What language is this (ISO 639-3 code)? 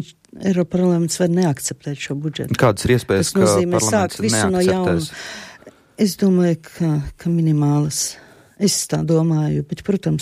lav